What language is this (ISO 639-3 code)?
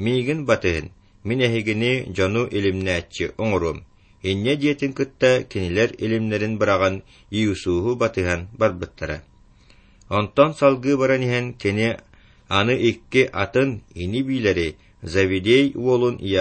sah